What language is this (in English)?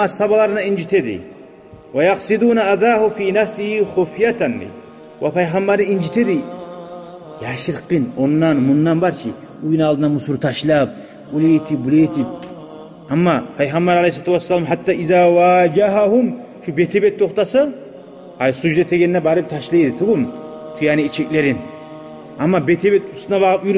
Kumyk